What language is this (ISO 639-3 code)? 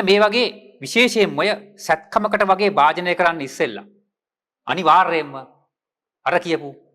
sin